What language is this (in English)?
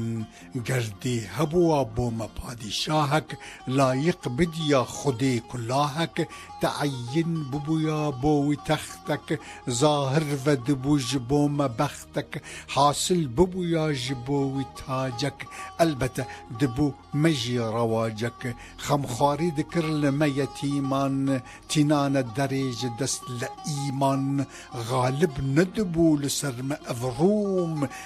Kurdish